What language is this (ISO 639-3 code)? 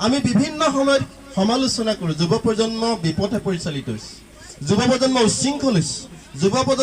asm